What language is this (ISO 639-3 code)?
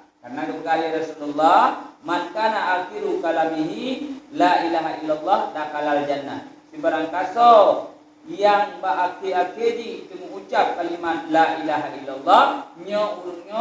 ace